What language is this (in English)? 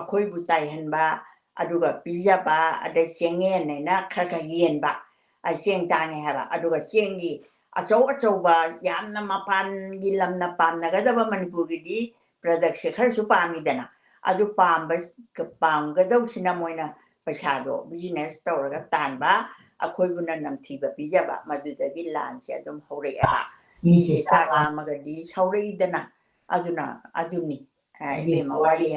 Manipuri